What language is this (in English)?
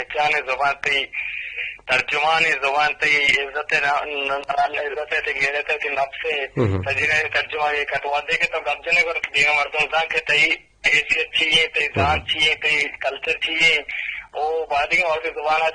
Eastern Balochi